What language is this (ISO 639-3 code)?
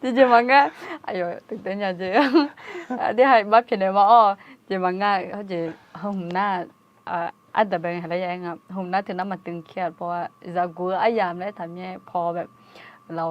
ahk